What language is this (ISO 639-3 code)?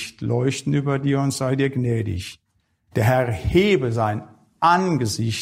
deu